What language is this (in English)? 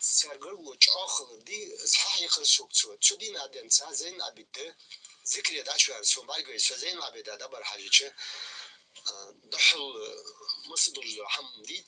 Ingush